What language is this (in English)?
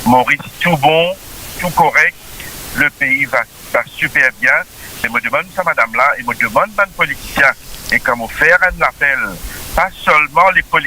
Morisyen